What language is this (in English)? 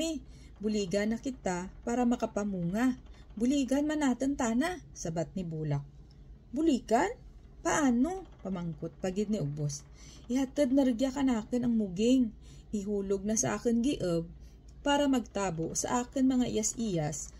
Kinaray-a